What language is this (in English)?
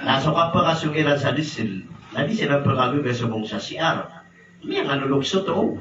Maranao